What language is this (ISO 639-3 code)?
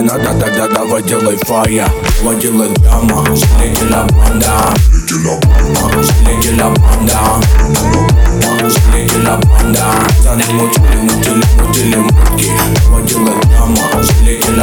rus